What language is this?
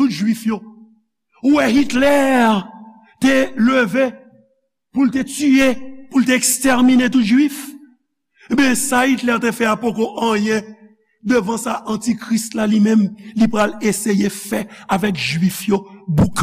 Haitian Creole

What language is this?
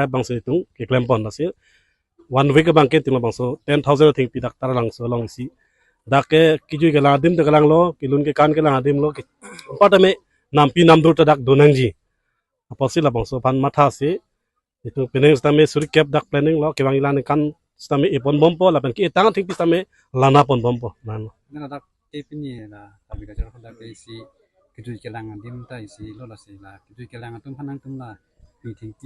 Karbi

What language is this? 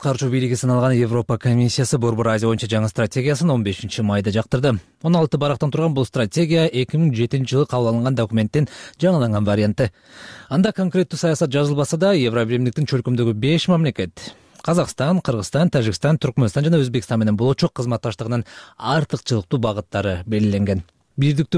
Kyrgyz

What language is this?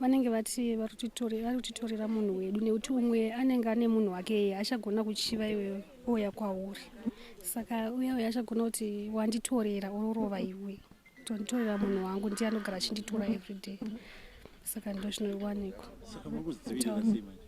Shona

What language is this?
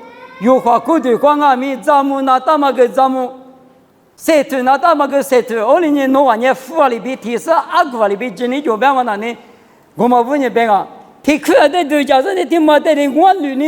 Lisu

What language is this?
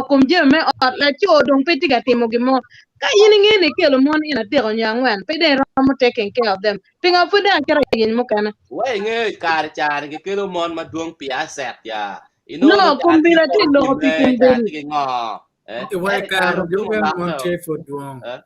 Acoli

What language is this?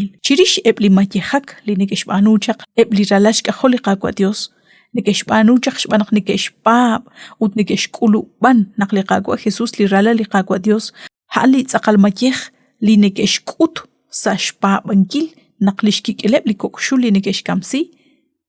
Kekchí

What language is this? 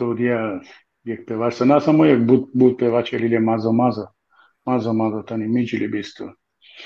Balkan Romani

